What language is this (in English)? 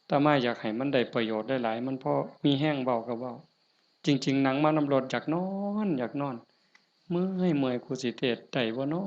Northeastern Thai